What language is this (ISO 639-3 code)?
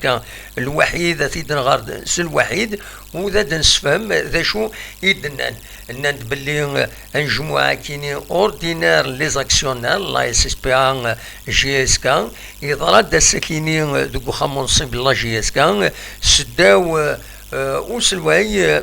kab